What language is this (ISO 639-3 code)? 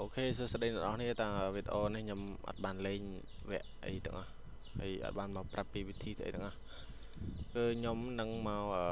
khm